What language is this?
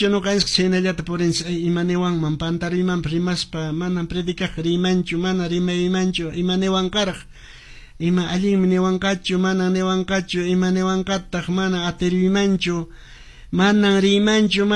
Quechua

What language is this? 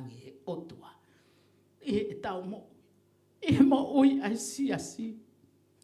Tongan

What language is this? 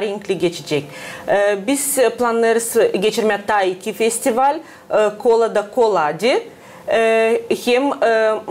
Gagauz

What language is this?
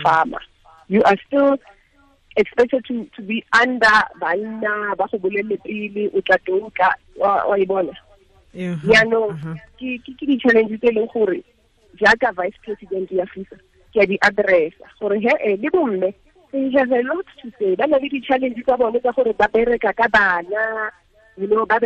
Tswana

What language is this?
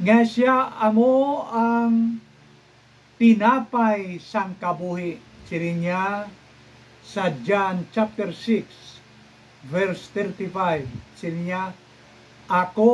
Hiligaynon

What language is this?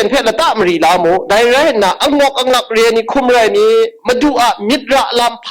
Kachin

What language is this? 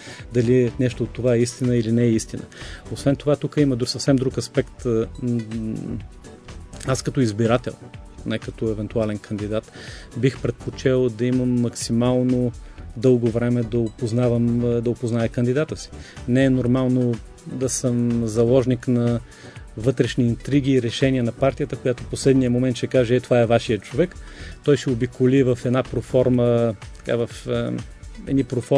Bulgarian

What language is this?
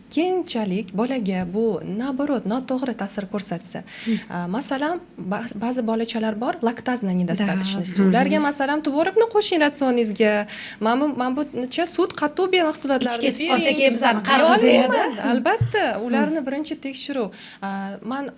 Uzbek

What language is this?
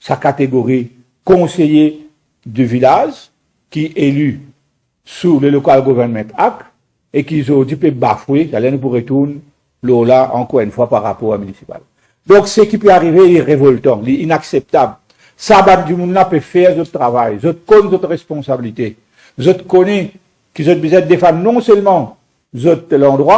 Morisyen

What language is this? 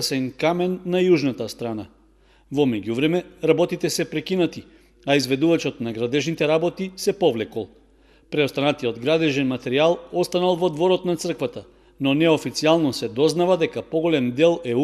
Macedonian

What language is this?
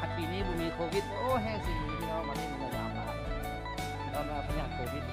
Lao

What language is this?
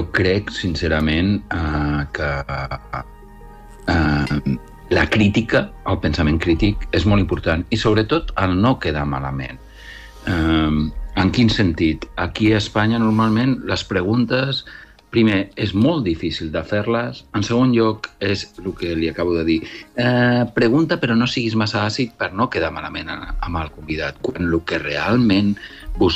Catalan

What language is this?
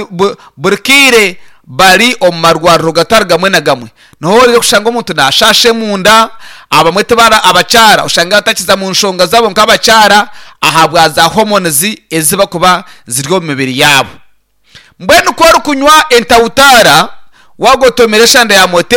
Nyankole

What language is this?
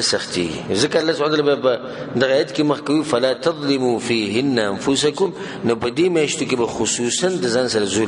Pashto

